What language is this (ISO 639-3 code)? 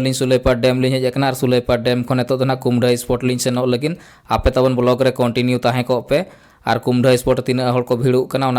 sat